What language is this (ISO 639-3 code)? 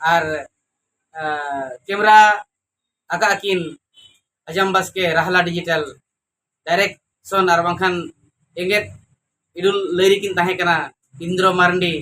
sat